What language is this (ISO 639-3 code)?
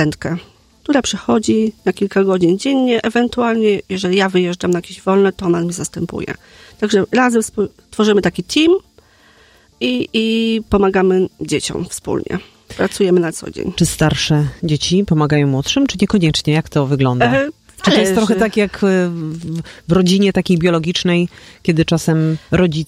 pol